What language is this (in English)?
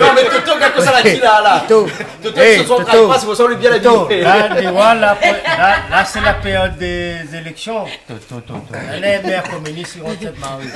Réunion Creole French